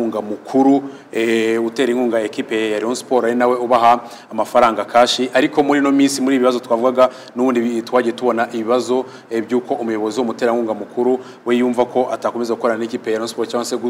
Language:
Kinyarwanda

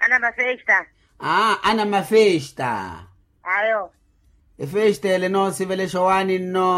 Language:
Makhuwa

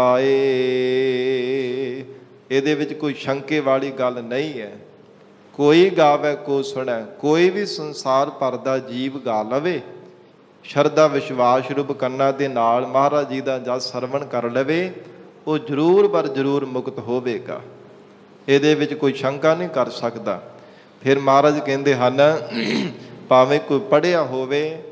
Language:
Punjabi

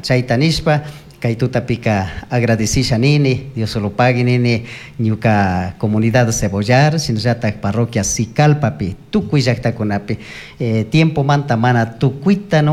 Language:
Chimborazo Highland Quichua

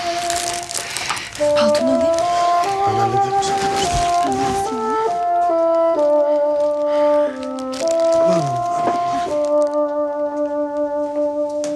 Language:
Turkish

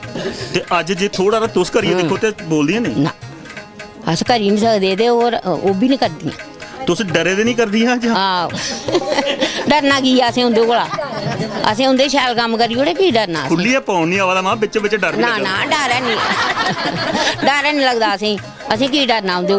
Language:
Dogri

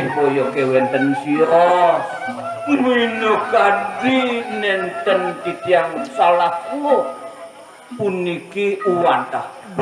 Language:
Balinese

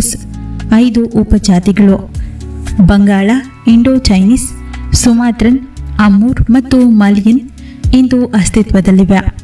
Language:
Kannada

